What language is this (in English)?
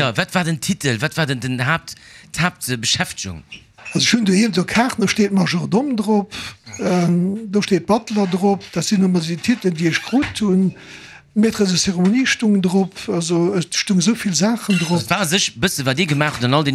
Luxembourgish